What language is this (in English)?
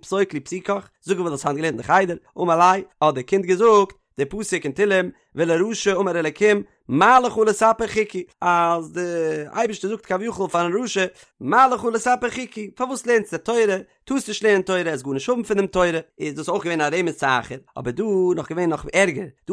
Yiddish